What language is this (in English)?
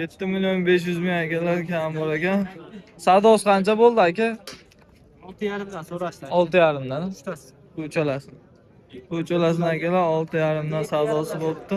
Uzbek